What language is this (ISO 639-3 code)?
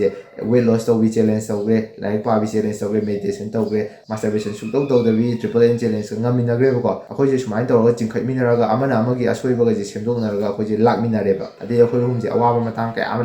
mni